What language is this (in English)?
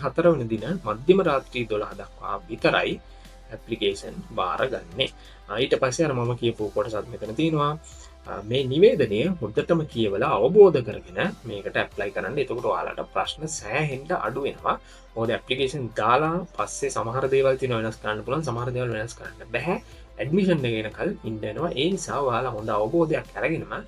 Sinhala